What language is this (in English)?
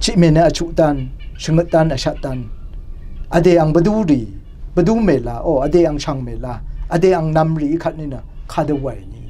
Rawang